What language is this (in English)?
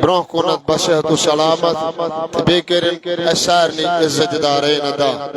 Kashmiri